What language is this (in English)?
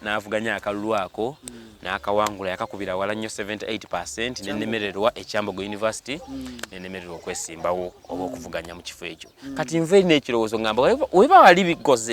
Ganda